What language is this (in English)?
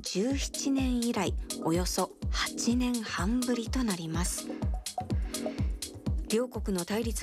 Japanese